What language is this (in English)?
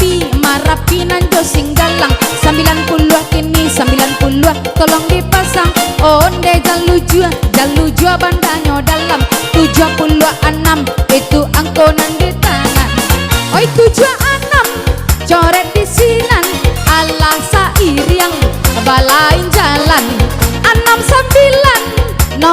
Minangkabau